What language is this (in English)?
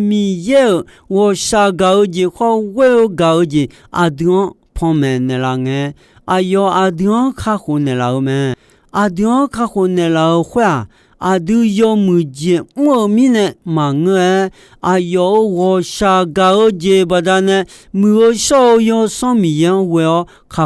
Akha